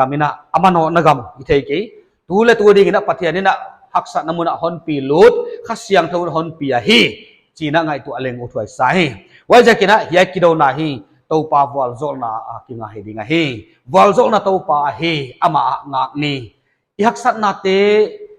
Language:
Paite Chin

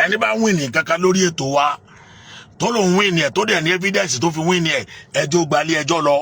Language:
Yoruba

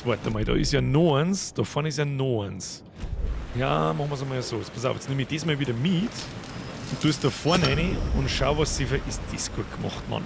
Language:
Bavarian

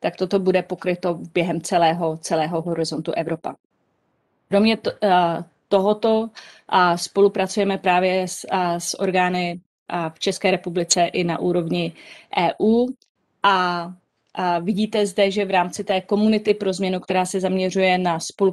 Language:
Czech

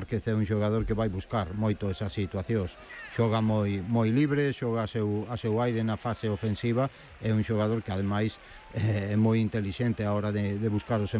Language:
Galician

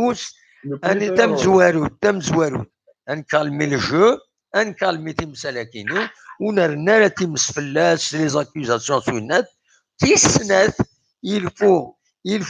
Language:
Kabyle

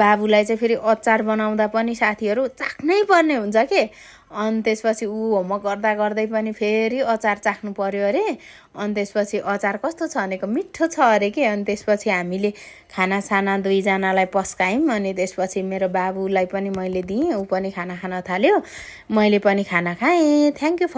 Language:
Nepali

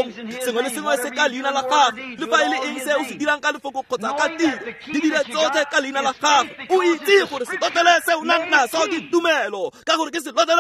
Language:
Tswana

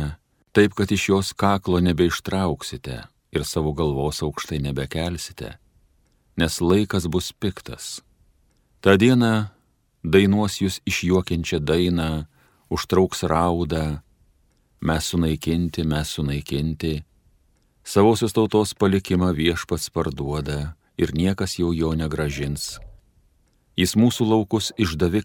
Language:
Lithuanian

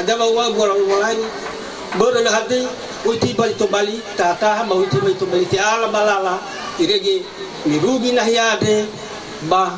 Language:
Nias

